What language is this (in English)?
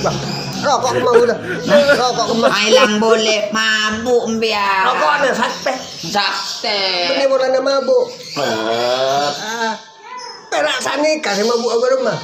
Madurese